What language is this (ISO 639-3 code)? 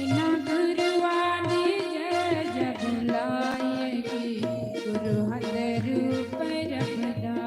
doi